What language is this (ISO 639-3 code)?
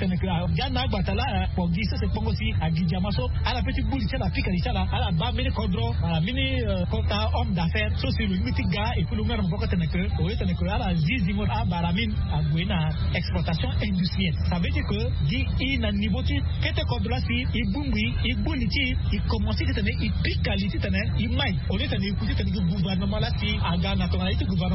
sag